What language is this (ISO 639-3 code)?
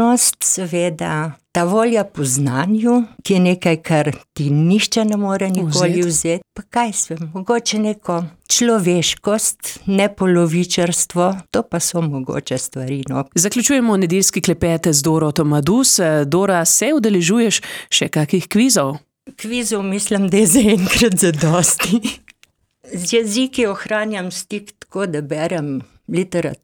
slv